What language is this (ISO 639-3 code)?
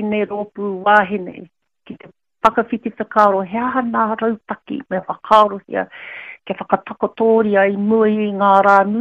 mri